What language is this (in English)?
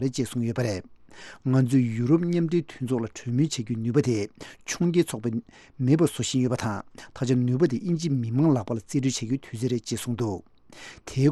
Tibetan